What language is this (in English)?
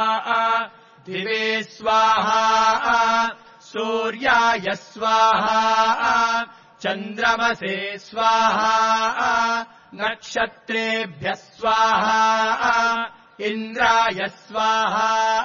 Sanskrit